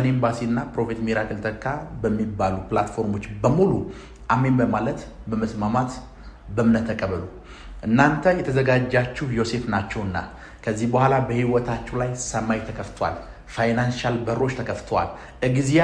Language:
Amharic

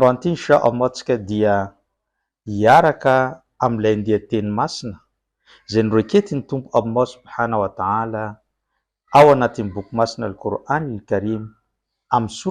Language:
Malagasy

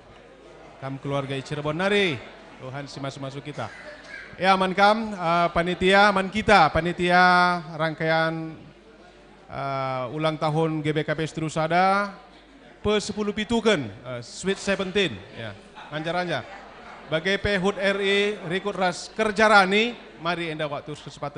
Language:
Batak Karo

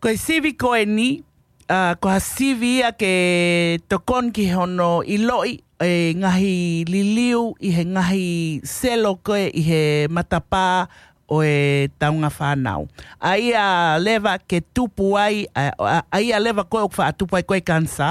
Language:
Tongan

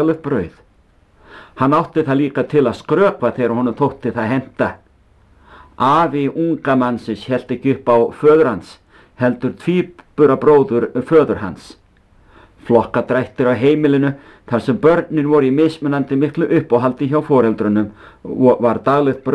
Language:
Icelandic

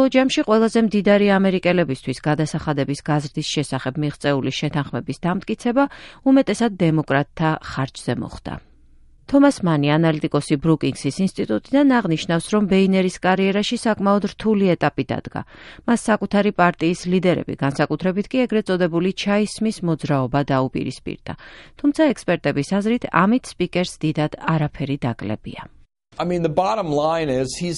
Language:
Georgian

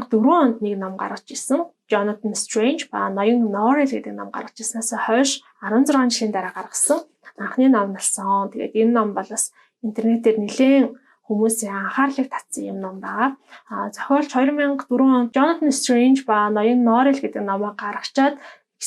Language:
Mongolian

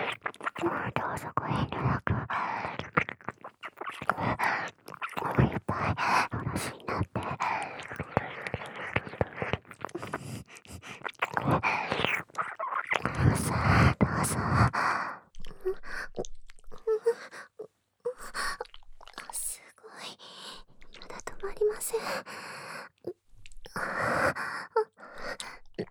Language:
Japanese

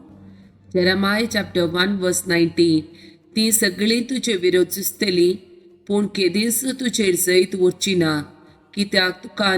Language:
Konkani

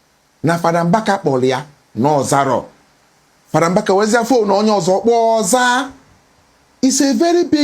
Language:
Igbo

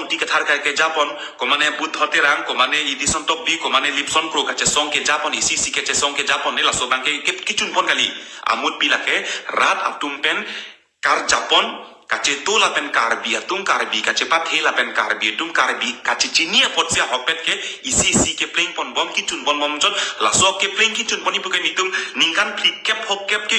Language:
Karbi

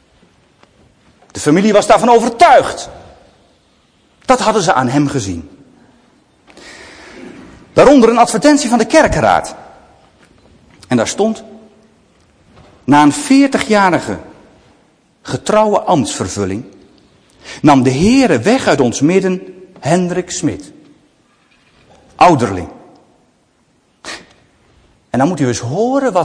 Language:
Dutch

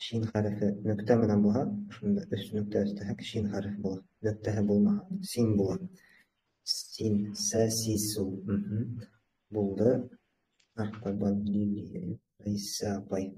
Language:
Bashkir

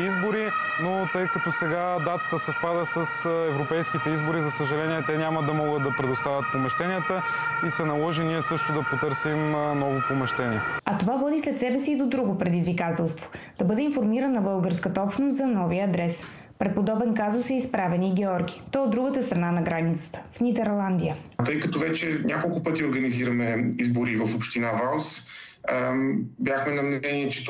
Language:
Bulgarian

